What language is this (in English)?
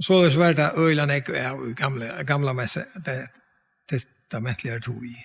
Faroese